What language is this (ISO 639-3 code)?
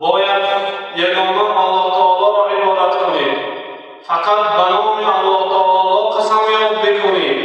tgk